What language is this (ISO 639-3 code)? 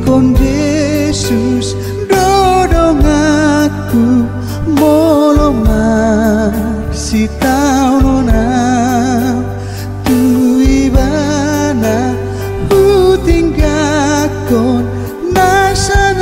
bbc